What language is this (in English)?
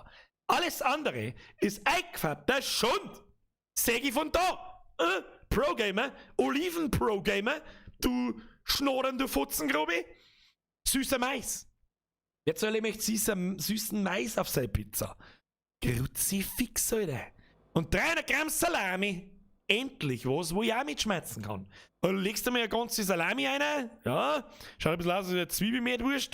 Bavarian